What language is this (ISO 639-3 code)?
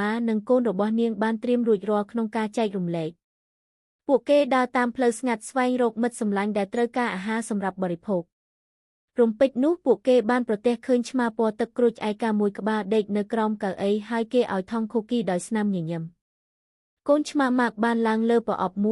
khm